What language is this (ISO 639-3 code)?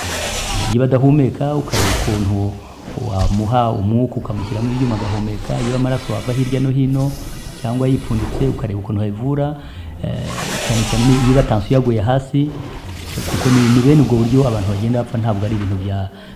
kin